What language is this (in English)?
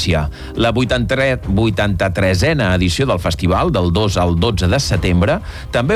Catalan